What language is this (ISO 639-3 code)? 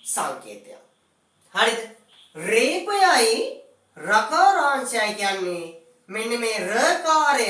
sin